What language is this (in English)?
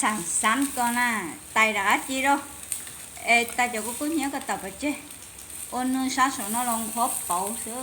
Hmong